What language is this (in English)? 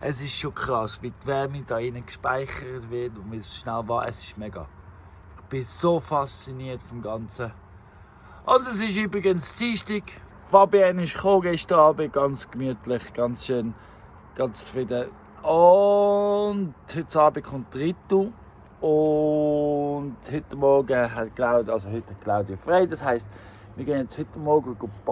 Swiss German